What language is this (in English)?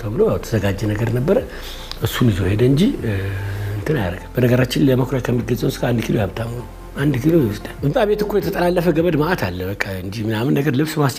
Amharic